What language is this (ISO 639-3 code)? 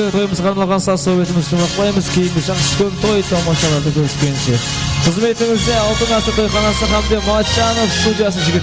kaa